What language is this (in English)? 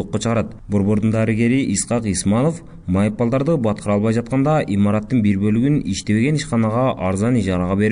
Kyrgyz